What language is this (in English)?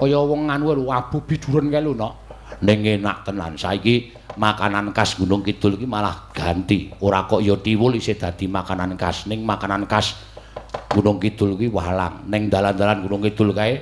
Javanese